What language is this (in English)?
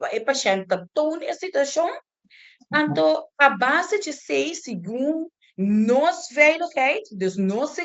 Papiamento